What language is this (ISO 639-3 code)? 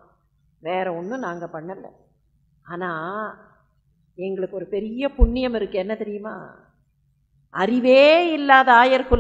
tam